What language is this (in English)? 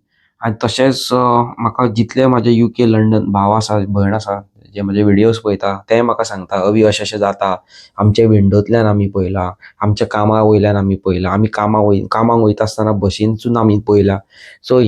Konkani